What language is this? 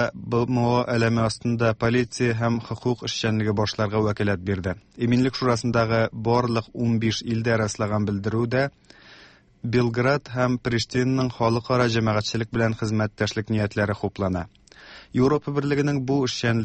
Tatar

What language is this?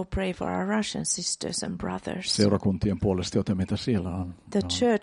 Finnish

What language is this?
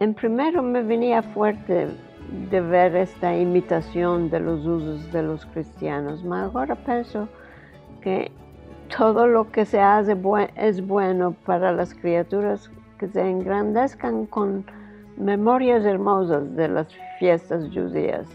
Ladino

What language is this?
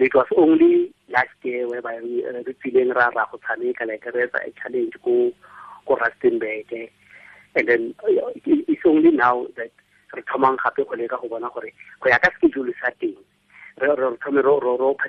Tswana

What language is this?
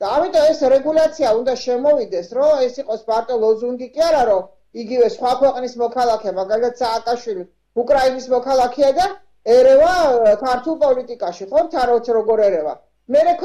Georgian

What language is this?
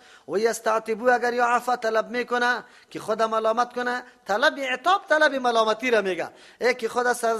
Persian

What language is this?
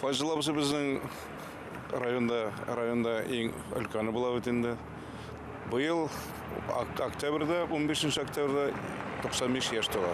Bashkir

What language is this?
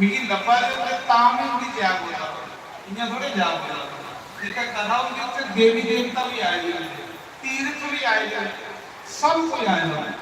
Dogri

